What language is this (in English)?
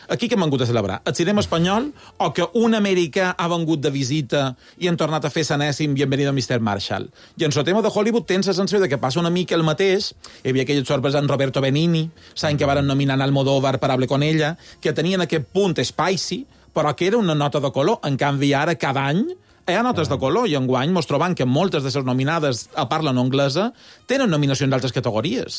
Catalan